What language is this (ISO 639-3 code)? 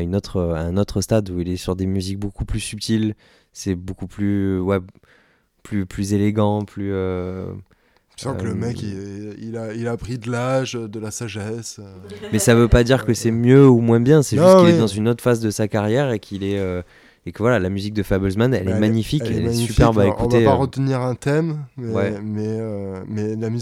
fra